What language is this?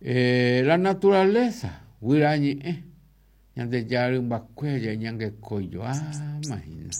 Guarani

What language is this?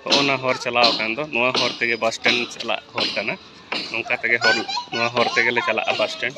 Santali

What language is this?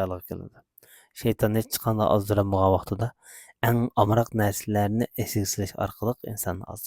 Uyghur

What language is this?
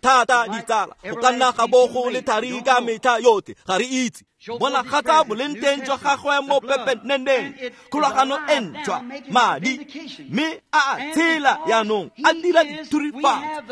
Tswana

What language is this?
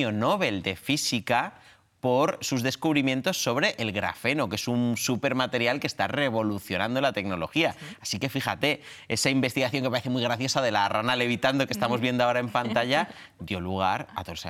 Spanish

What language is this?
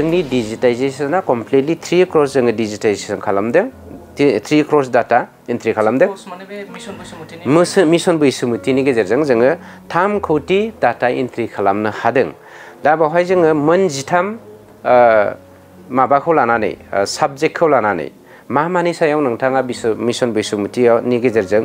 Bodo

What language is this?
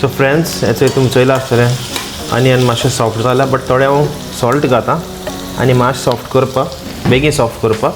Konkani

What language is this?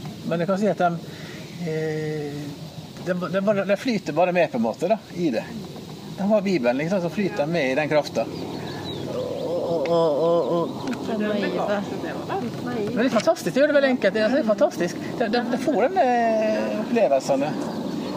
Norwegian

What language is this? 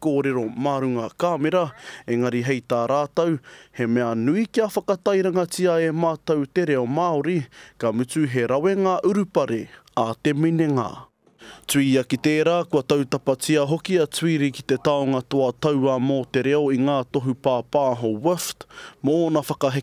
Māori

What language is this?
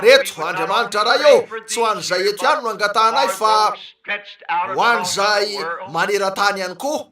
Malagasy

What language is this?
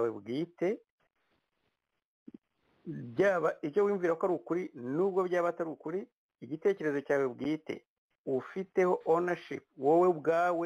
Kinyarwanda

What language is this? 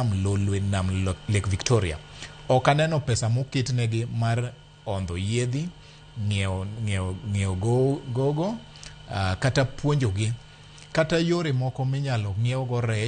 Luo (Kenya and Tanzania)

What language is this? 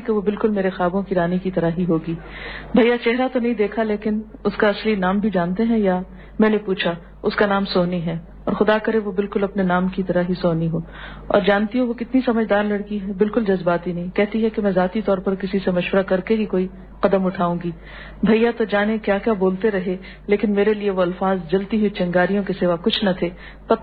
Urdu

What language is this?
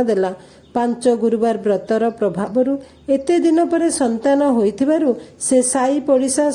Odia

